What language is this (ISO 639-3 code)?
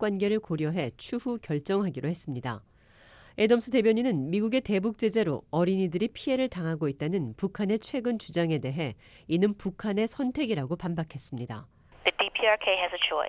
kor